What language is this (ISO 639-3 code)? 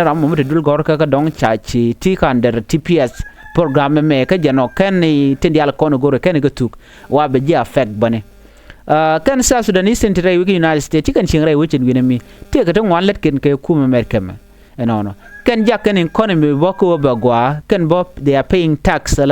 nus